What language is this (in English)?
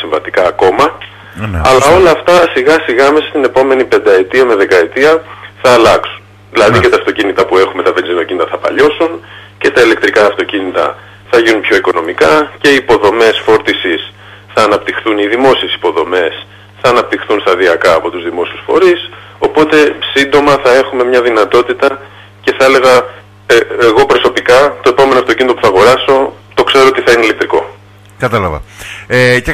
Greek